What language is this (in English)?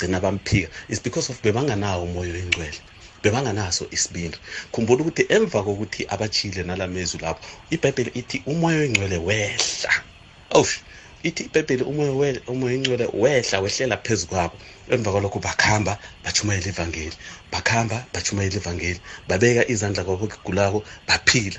South Ndebele